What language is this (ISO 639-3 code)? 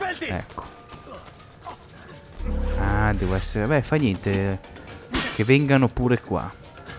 ita